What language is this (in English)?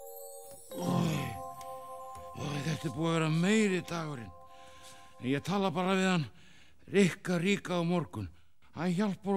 Icelandic